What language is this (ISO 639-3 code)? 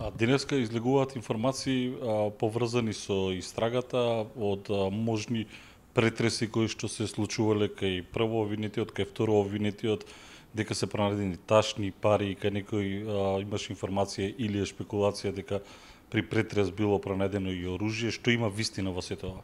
mkd